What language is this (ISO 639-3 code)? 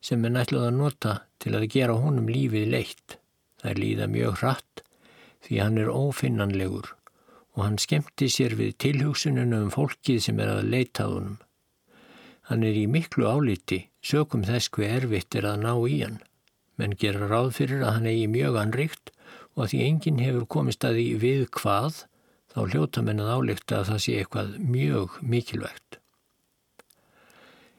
isl